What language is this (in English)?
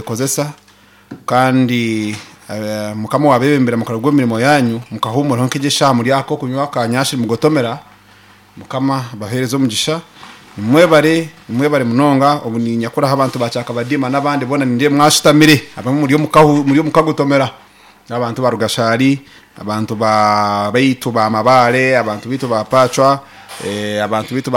Nyankole